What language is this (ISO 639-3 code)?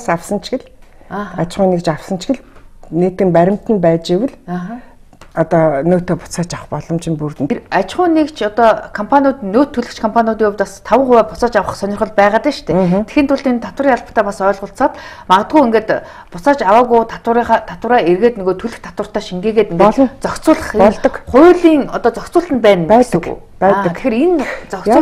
mon